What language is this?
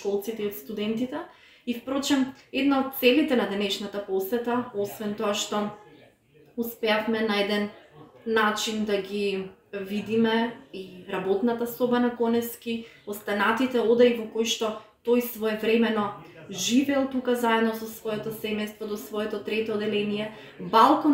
Macedonian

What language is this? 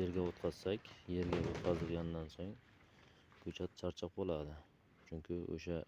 Uzbek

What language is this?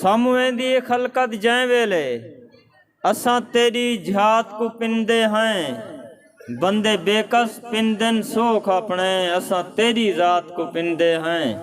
Saraiki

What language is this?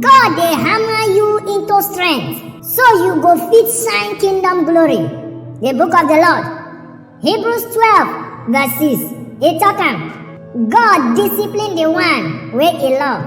Nigerian Pidgin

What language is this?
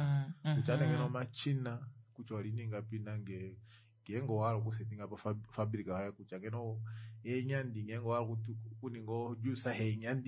Kuanyama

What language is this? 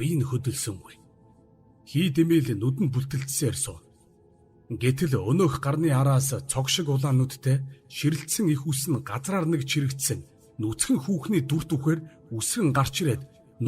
Mongolian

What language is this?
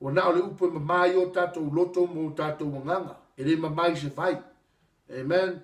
Samoan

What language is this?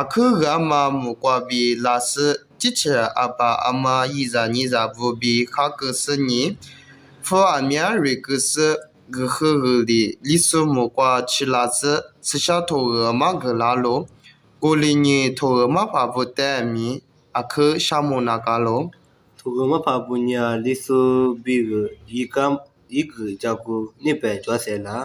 Lisu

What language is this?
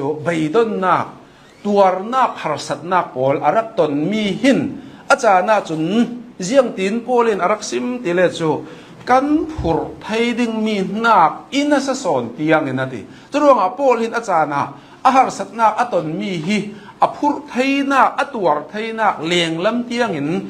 Hakha Chin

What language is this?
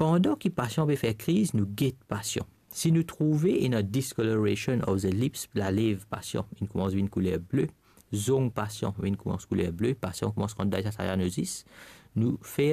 Morisyen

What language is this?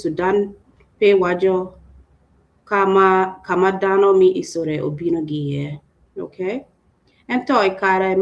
Acoli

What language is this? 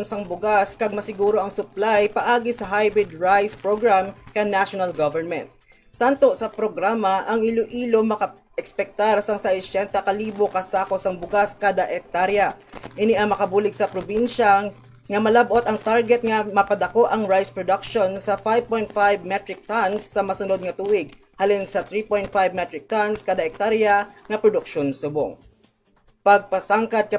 Hiligaynon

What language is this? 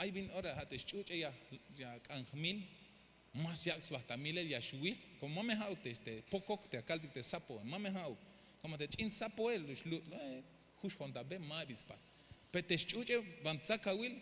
Tzeltal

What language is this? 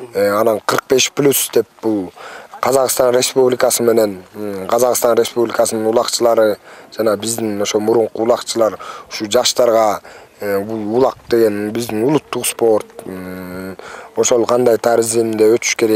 Kyrgyz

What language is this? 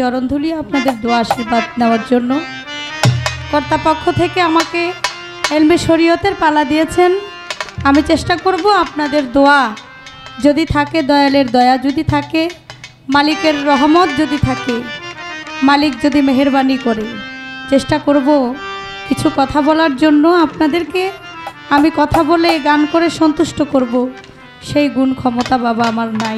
Bangla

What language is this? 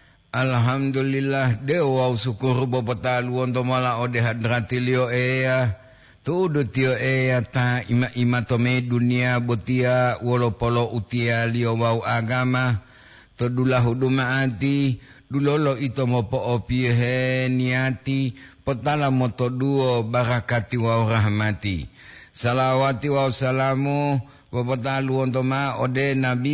Gorontalo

